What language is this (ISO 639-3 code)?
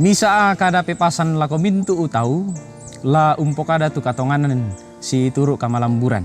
sda